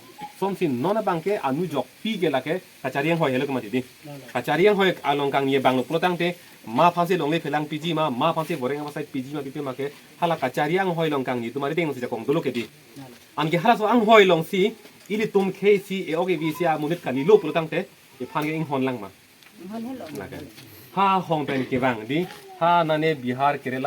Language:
Karbi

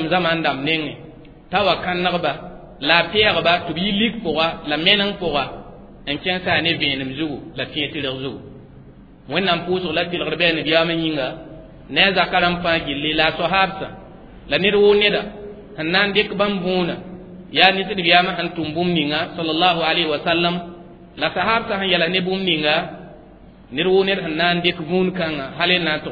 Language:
Mossi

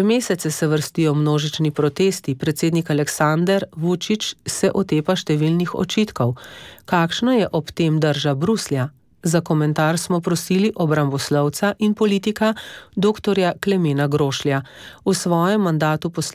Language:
Slovenian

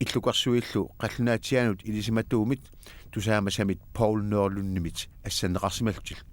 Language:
Kalaallisut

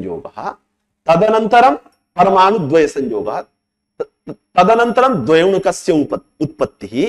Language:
Sanskrit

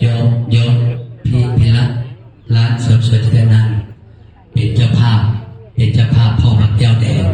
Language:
Northeastern Thai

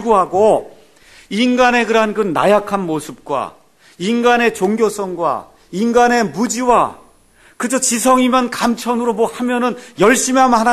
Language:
Korean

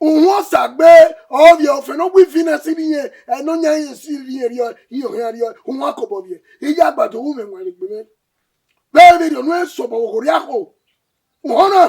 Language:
Bini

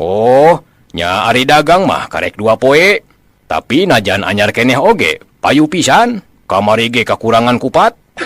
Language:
Sundanese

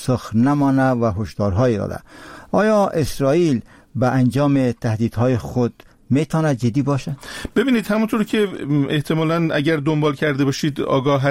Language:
Persian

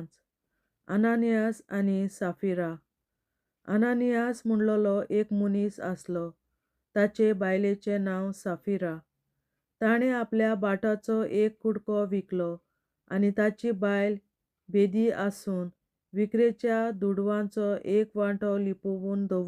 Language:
Konkani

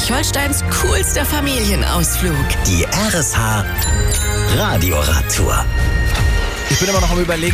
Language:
German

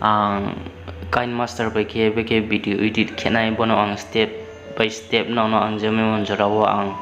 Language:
Riang (India)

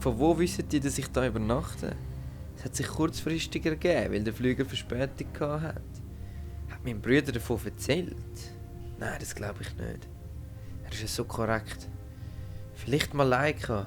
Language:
Swiss German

